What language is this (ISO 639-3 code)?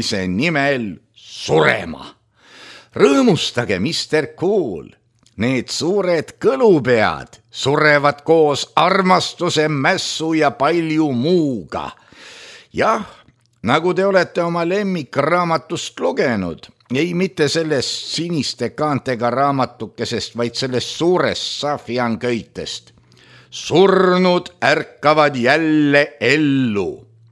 est